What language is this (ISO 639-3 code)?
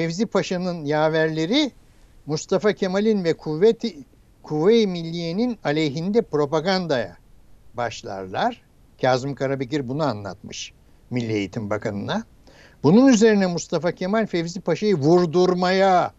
tur